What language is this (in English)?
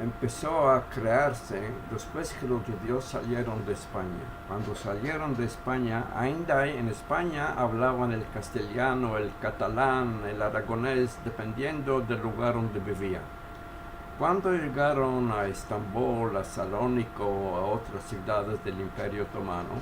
Ladino